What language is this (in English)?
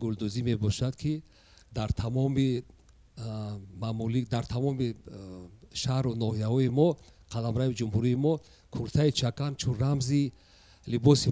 Tajik